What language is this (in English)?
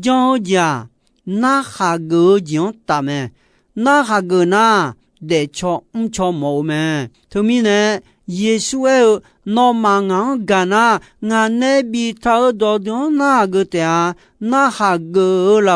Akha